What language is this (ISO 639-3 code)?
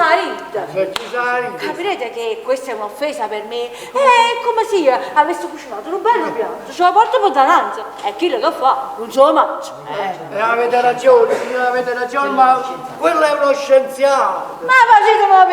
nap